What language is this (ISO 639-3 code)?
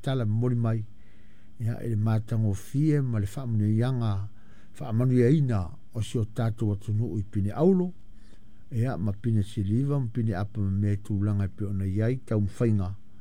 smo